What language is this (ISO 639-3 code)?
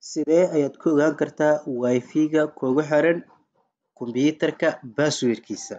som